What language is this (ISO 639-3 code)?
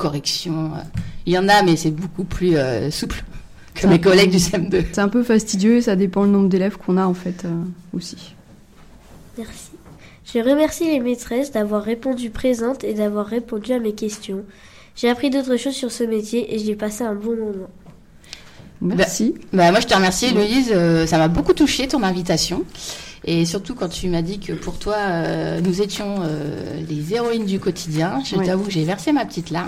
fra